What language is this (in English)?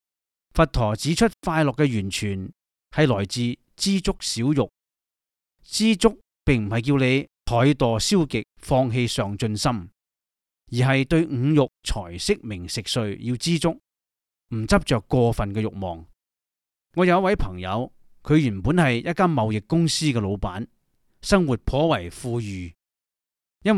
Cantonese